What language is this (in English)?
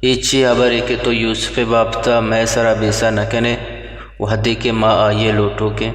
Eastern Balochi